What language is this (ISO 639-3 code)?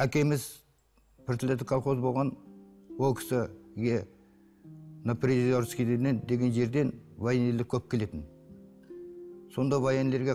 kaz